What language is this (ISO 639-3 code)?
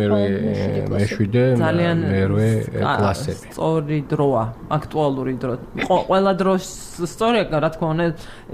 kat